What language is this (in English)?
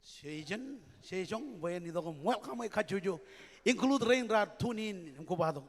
Marshallese